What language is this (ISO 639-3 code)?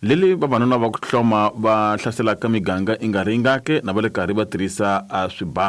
tso